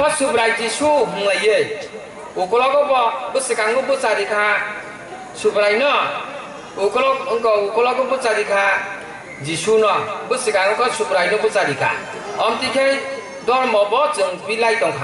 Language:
Kok Borok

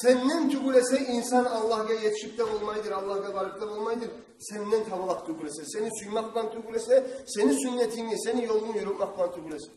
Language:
Kumyk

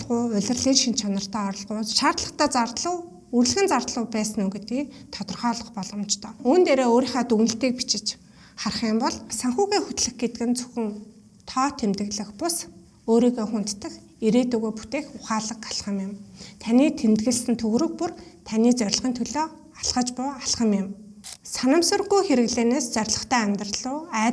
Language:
Mongolian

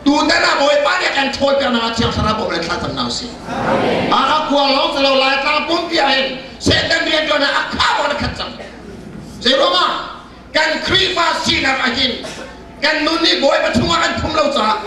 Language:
Hakha Chin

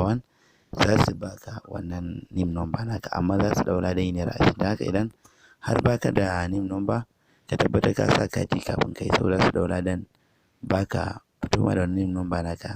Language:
Hausa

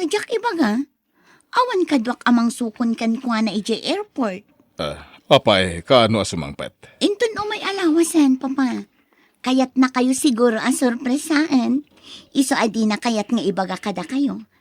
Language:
Iloko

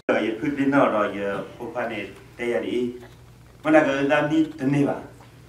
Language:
S'gaw Karen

